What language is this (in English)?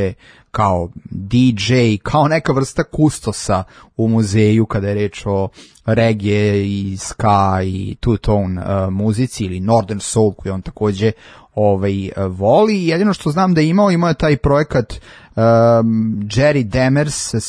Serbian